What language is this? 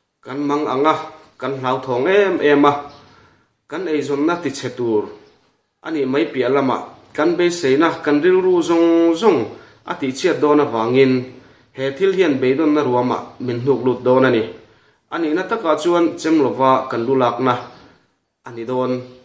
Mizo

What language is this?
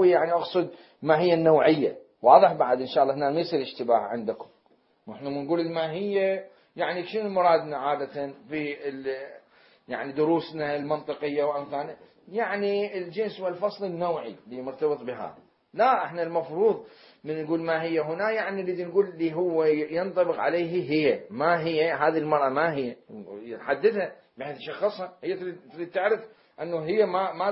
Mesopotamian Arabic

